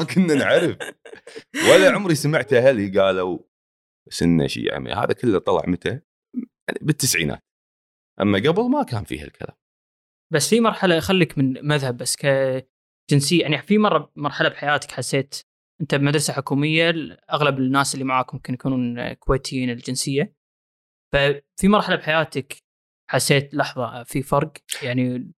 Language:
Gulf Arabic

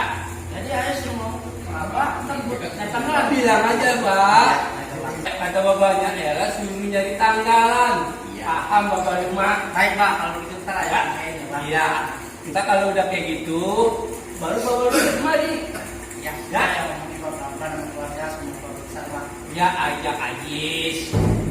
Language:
Betawi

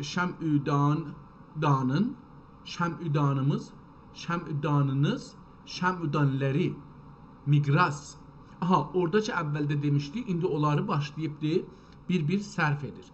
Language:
South Azerbaijani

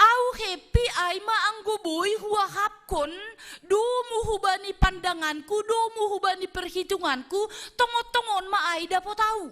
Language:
Batak Simalungun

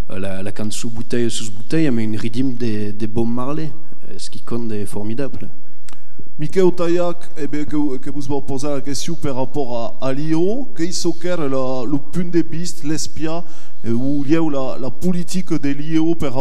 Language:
Occitan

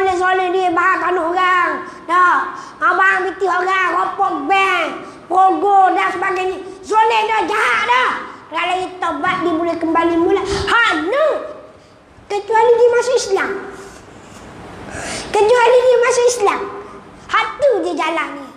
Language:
Malay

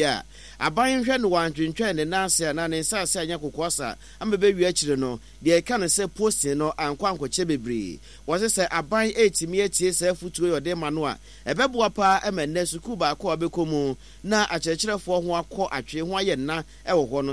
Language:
Akan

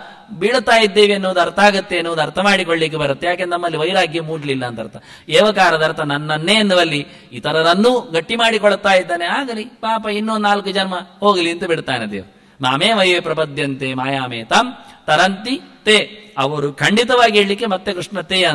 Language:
Kannada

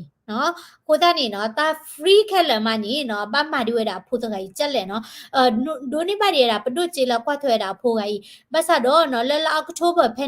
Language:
S'gaw Karen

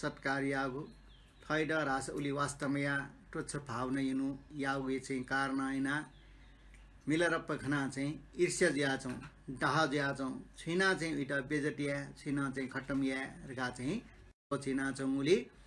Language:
Newari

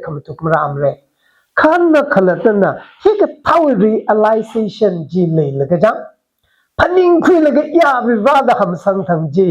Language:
Tangkhul Naga (India)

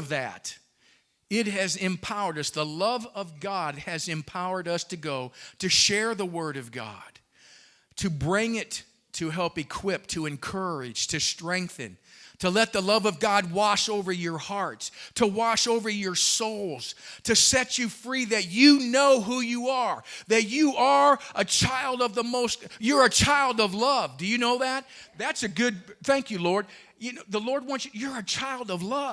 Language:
English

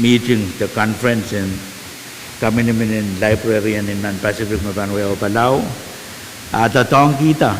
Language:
Pohnpeian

